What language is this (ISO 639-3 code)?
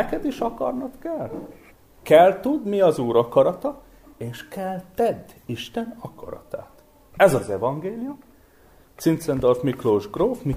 hun